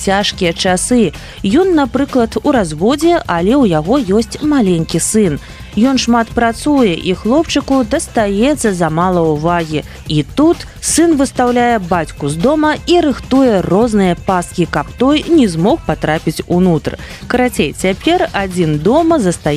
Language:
Belarusian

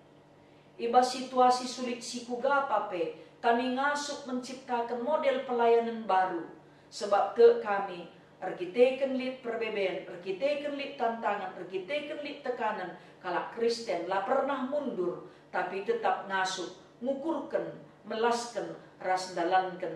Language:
Batak Karo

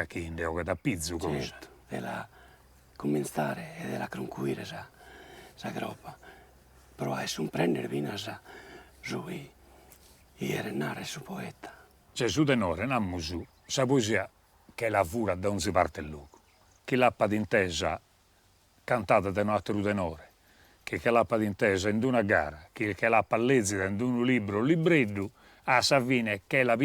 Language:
Sardinian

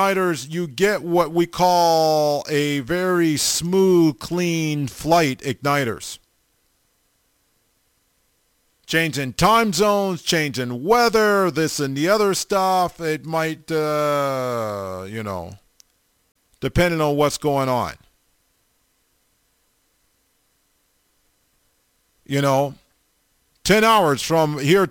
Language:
English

